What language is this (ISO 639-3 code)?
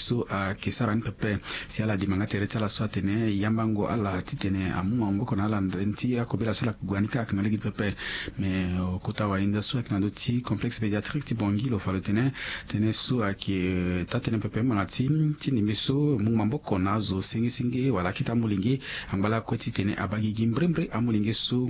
sag